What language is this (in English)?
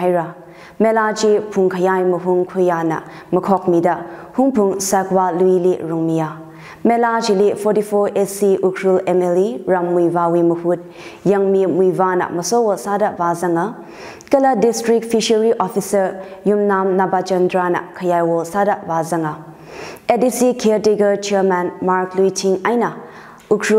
Tangkhul Naga (India)